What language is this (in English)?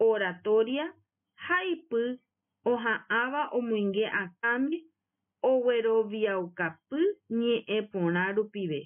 Guarani